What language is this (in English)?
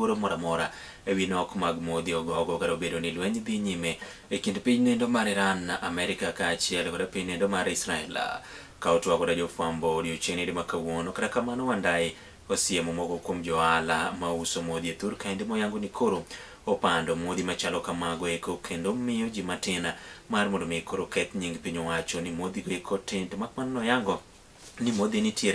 Luo (Kenya and Tanzania)